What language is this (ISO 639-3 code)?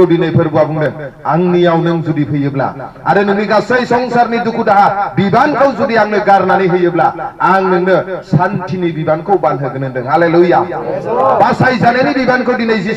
brx